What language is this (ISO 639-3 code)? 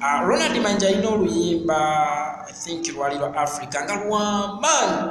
lug